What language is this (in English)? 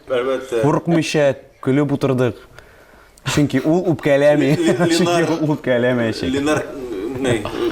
Tatar